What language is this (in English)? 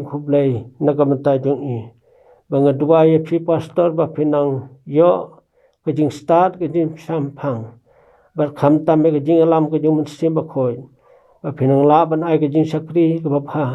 Khasi